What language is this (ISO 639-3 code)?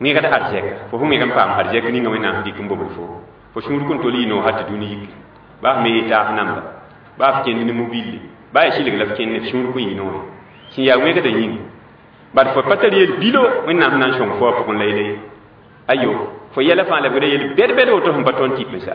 mos